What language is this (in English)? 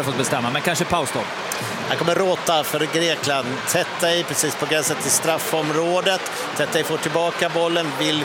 Swedish